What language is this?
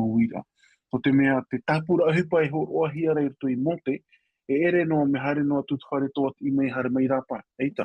Tahitian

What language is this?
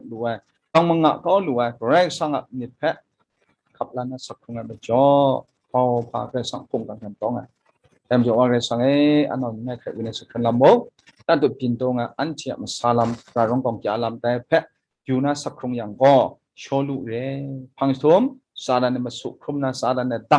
Kachin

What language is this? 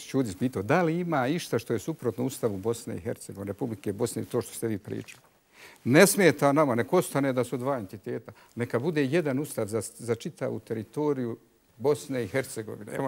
Bosnian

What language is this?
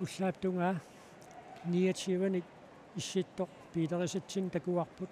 Kalaallisut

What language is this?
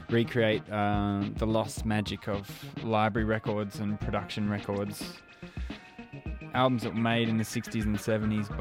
English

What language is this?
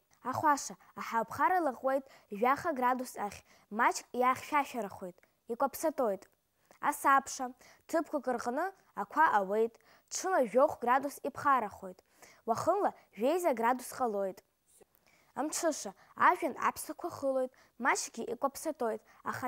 Abkhazian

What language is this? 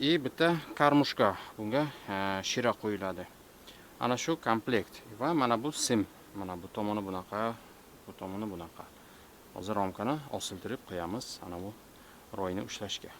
Uzbek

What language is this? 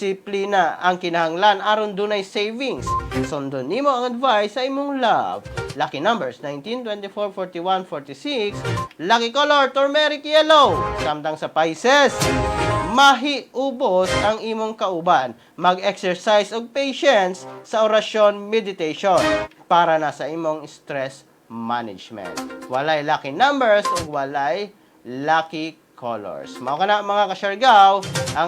Cebuano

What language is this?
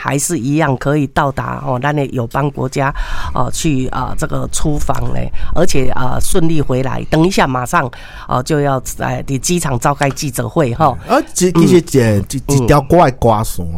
Min Nan Chinese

